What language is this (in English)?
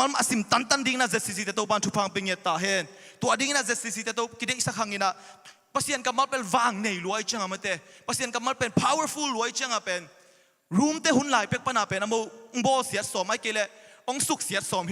Tedim Chin